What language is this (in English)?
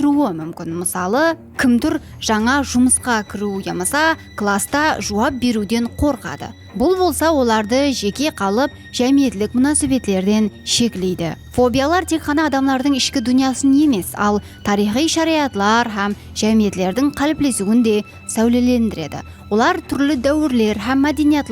Kara-Kalpak